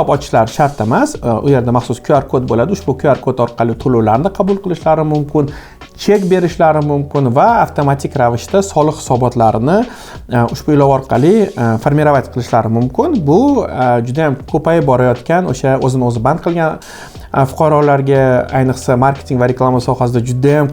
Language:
Uzbek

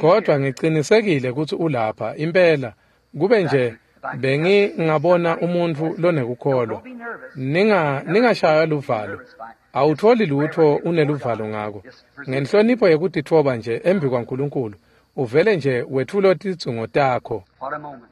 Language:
Swati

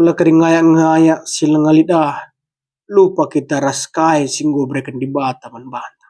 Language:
Batak Karo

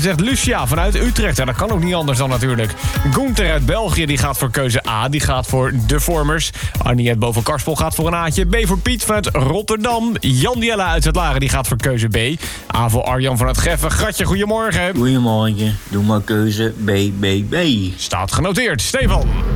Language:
Dutch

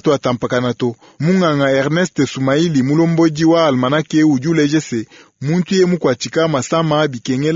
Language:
Luba-Lulua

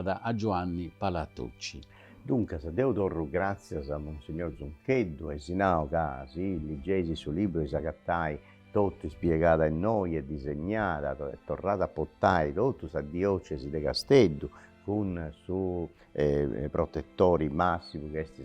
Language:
Sardinian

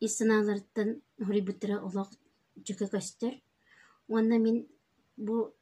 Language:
Yakut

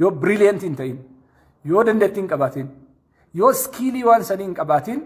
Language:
Oromo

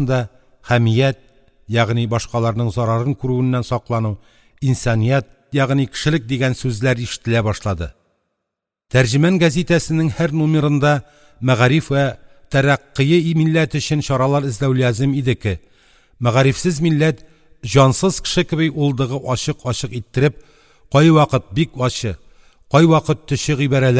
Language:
Tatar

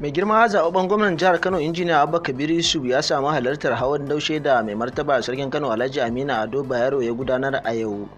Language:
Hausa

